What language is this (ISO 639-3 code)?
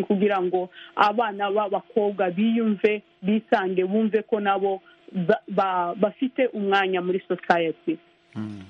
kin